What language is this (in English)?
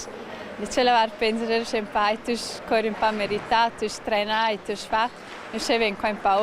Romansh